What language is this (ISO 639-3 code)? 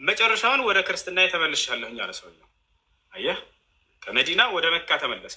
amh